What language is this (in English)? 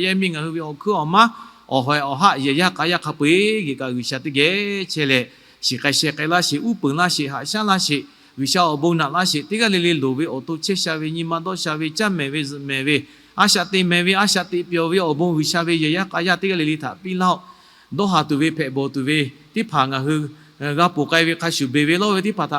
Lahu